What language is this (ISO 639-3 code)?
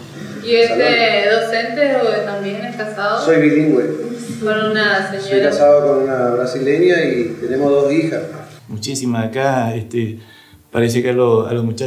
spa